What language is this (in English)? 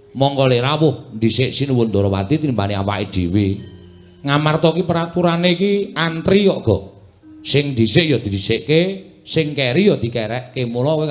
Javanese